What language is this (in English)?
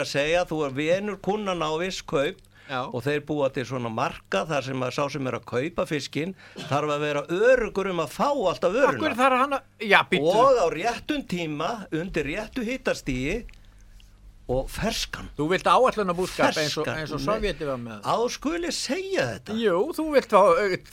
Icelandic